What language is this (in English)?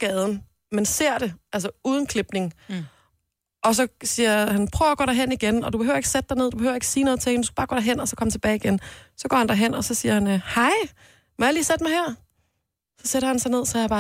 Danish